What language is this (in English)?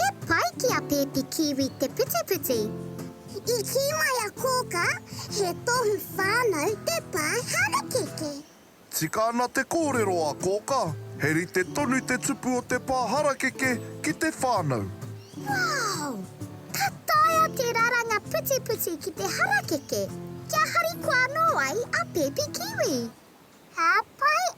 Māori